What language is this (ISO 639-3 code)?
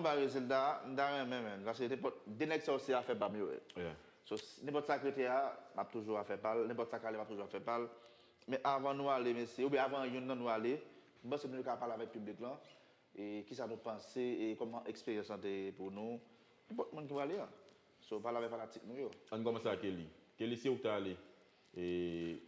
hat